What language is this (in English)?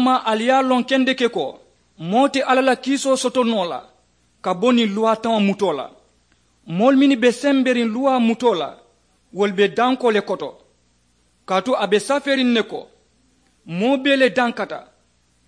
Mandingo